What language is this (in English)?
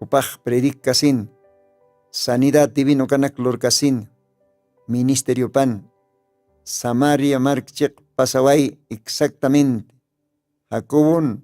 Aymara